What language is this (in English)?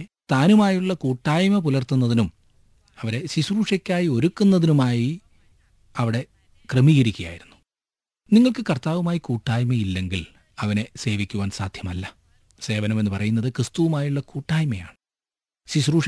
Malayalam